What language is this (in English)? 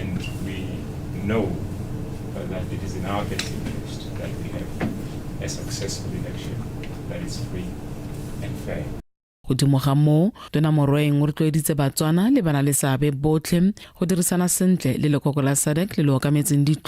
Tswana